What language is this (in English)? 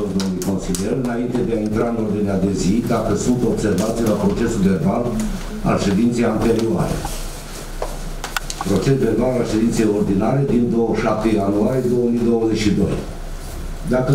Romanian